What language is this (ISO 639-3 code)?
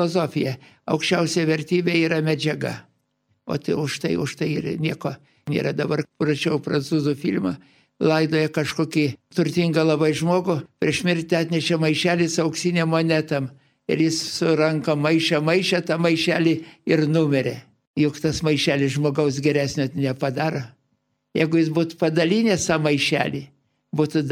lit